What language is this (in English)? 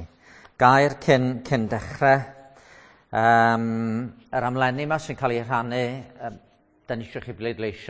Welsh